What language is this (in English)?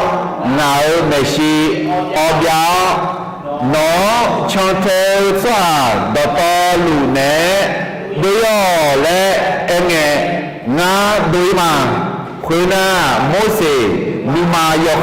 Akha